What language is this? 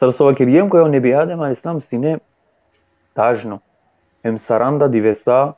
Balkan Romani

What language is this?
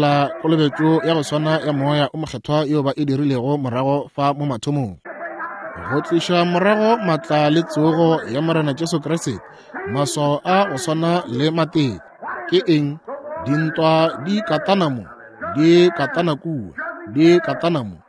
Northern Sotho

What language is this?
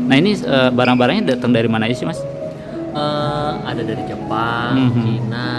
Indonesian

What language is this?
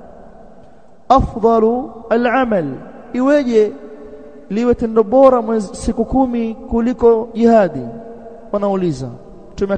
Swahili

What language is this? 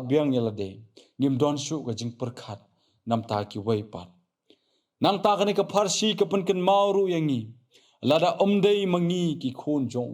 Khasi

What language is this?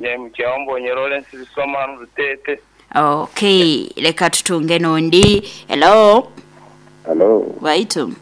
Nyankole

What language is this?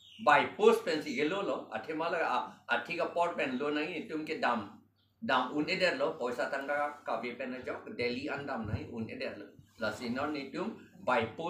Karbi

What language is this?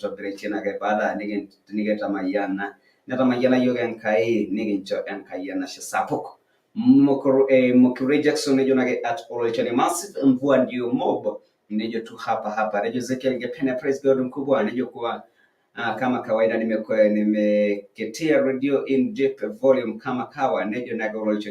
Masai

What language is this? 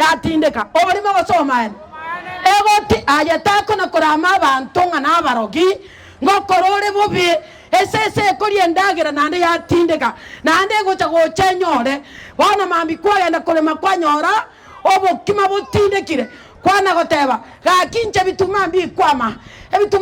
Gusii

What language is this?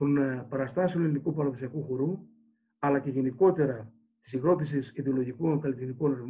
Greek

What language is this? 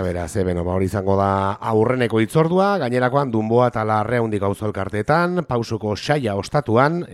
Basque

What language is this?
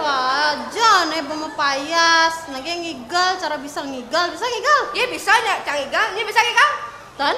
Balinese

